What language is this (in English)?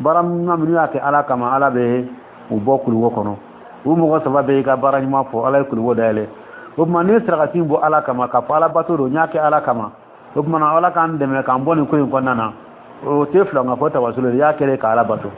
Dyula